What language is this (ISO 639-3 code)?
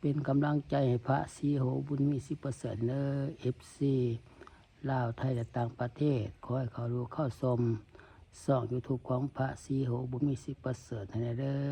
lao